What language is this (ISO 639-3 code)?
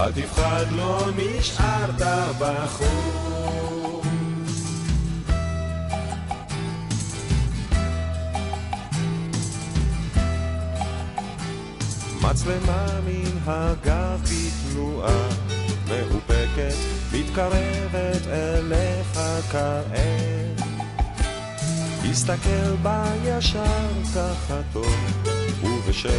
heb